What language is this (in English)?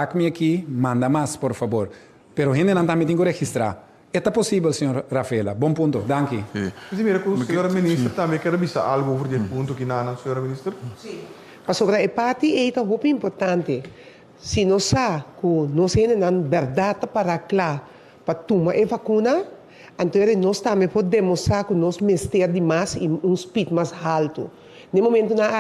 Papiamento